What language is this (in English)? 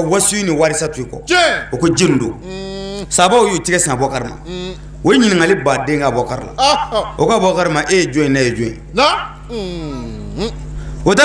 Bambara